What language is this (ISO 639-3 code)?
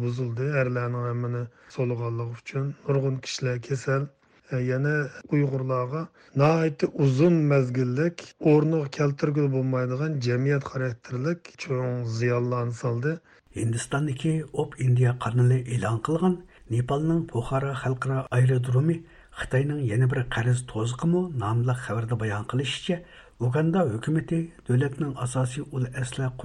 uig